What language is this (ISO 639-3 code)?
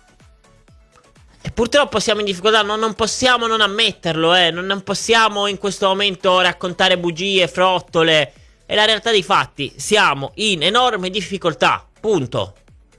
ita